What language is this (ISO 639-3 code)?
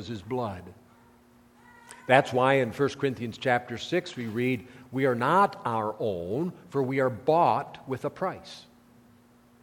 eng